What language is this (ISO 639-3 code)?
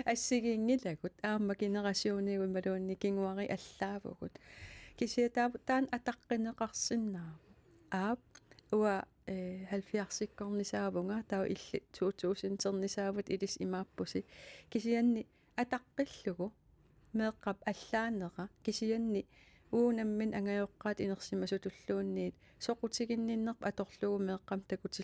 kal